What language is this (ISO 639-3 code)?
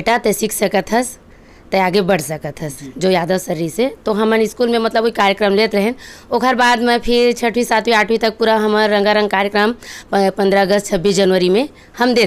hne